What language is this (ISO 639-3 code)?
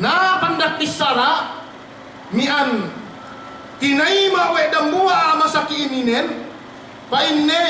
yka